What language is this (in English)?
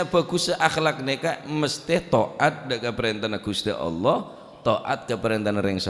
Madurese